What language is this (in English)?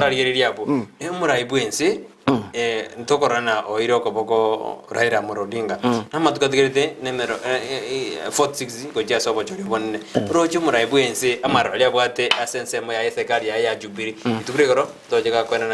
Gusii